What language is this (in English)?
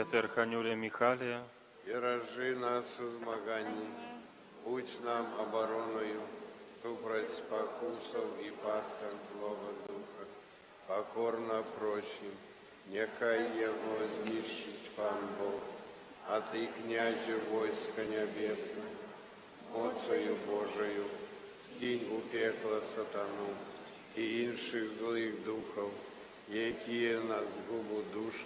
Belarusian